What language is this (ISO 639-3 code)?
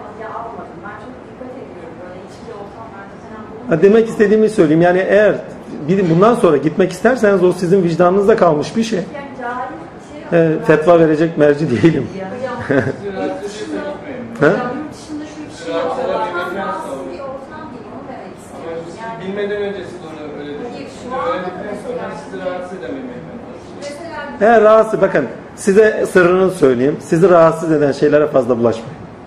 tur